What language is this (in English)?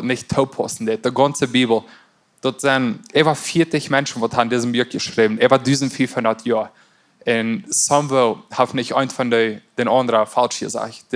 Plautdietsch